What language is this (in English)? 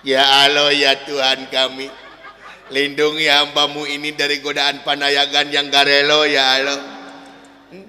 Sundanese